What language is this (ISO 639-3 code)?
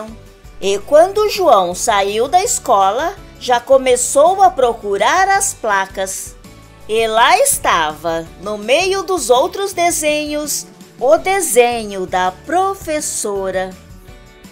por